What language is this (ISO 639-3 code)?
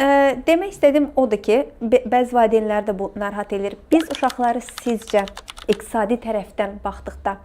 aze